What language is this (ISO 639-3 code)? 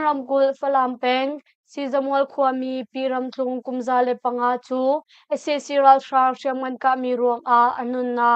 cnh